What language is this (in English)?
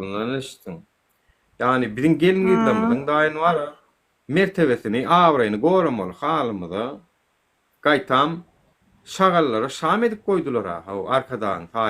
Turkmen